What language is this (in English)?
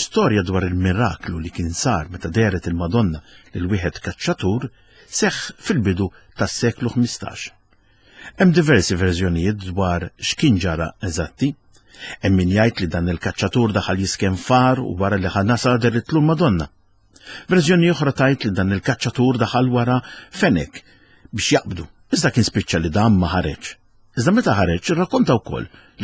Maltese